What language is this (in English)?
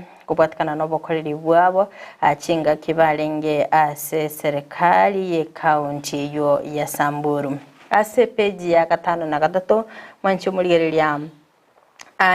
Gusii